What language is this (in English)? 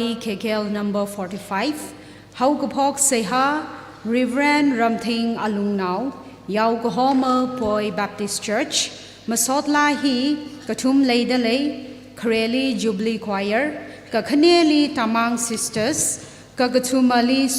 Tangkhul Naga (India)